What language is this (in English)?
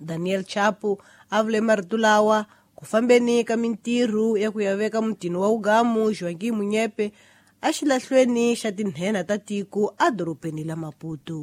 Tsonga